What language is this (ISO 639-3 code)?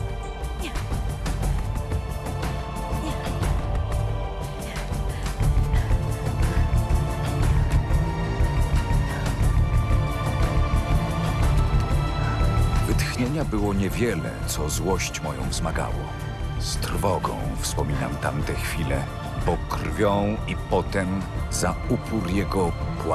pol